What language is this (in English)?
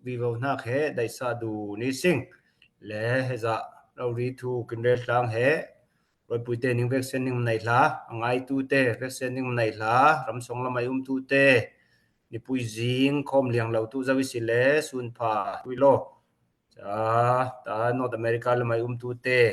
Falam Chin